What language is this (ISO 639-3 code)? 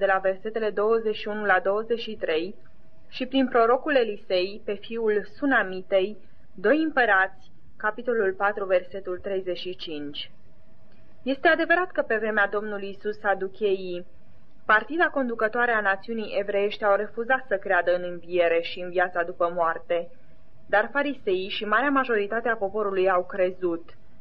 ron